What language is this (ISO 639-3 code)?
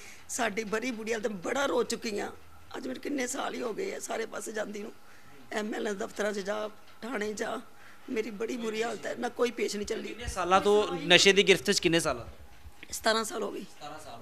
pan